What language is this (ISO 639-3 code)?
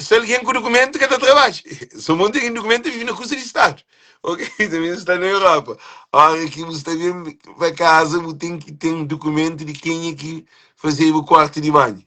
kea